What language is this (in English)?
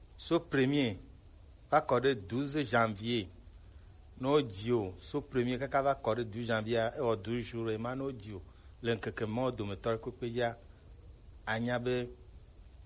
Gen